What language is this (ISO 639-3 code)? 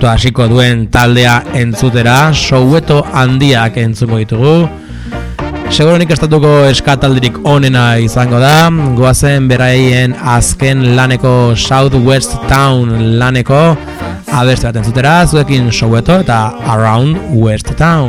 eus